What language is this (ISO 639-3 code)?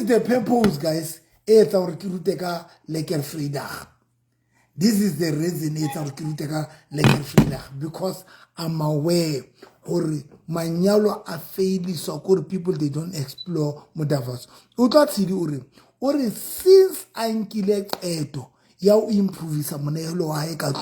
sot